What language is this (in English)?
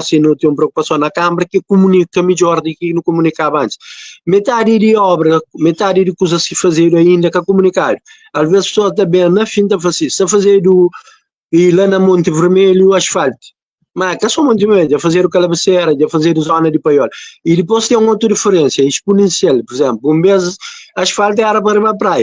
Kabuverdianu